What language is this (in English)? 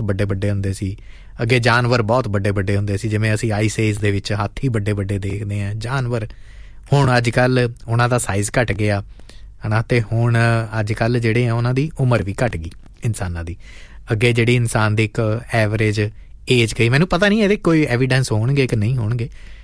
Punjabi